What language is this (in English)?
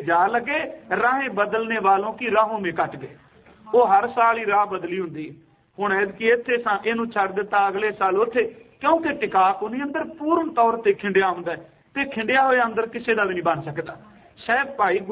Punjabi